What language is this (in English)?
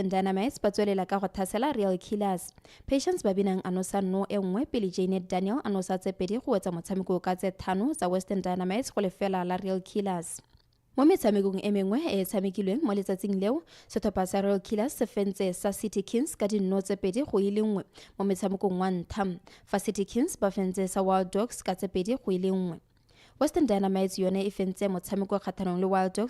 Tswana